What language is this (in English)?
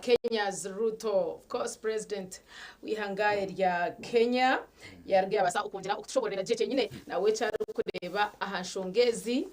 Nyankole